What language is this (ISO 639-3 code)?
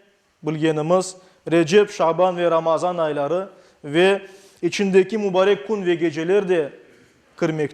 crh